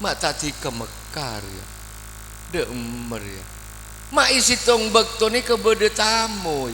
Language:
Madurese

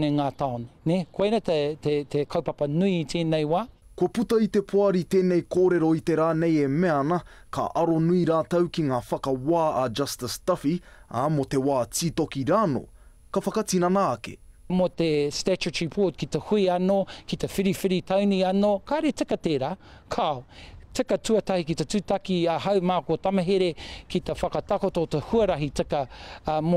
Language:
Māori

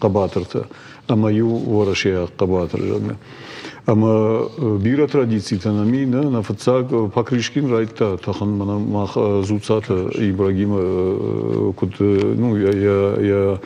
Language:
Ossetic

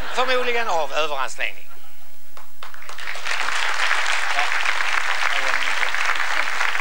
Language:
Swedish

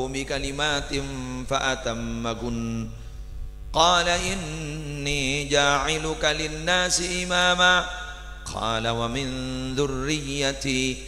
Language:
Madurese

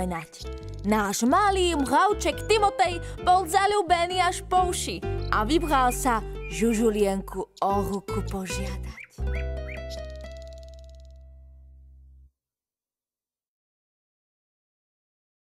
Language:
Slovak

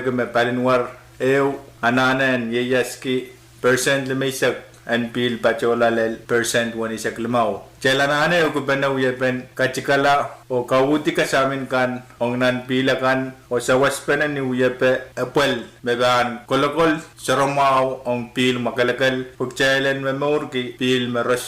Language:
Pohnpeian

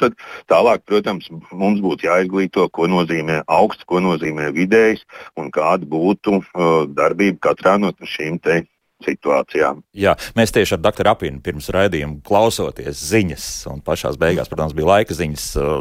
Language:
Latvian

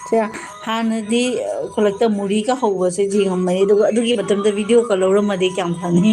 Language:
Manipuri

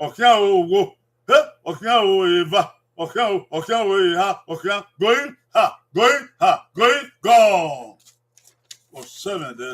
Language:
Bini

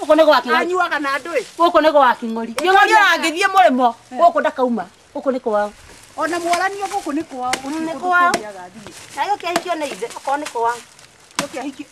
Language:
Kikuyu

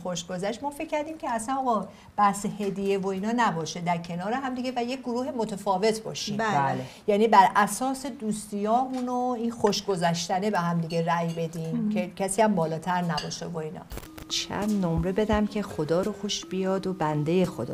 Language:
Persian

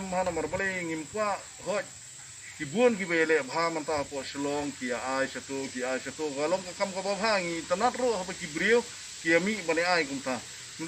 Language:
Khasi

